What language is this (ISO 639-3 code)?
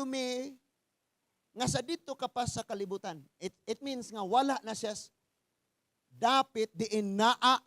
ceb